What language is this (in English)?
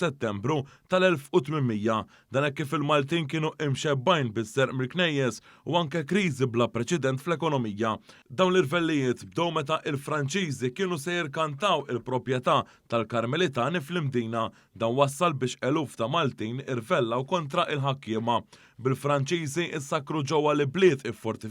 Maltese